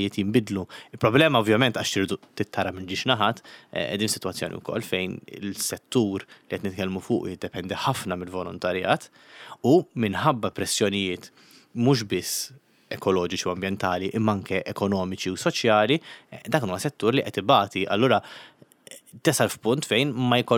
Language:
Maltese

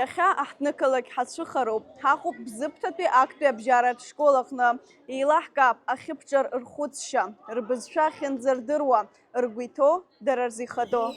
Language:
Abkhazian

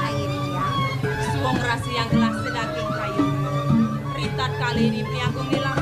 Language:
Balinese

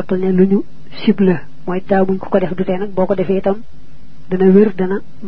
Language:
Wolof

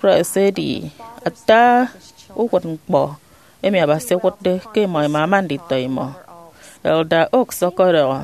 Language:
Efik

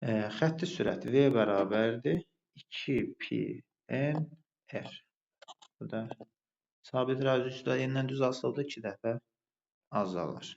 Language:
Azerbaijani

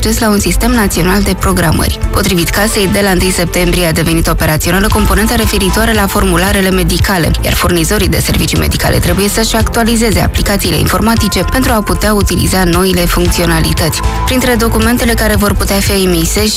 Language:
Romanian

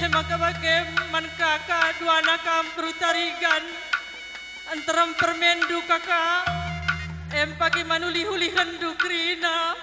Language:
Batak Karo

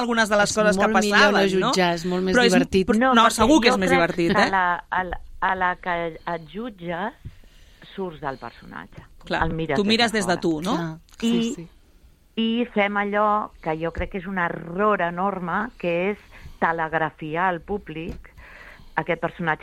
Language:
Catalan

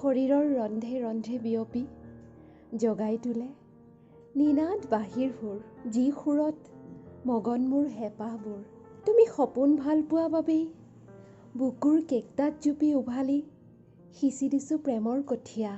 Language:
Assamese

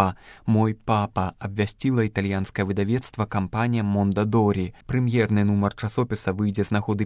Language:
Belarusian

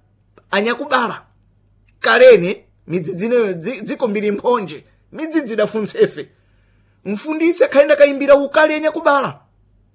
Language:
Sena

